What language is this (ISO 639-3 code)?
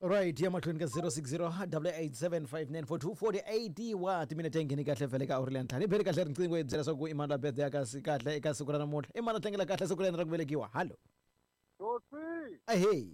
tso